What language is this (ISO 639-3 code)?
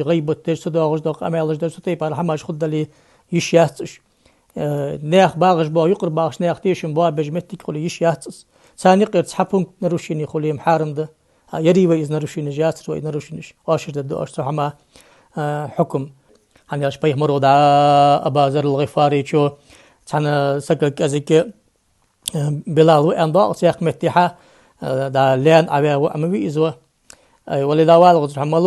inh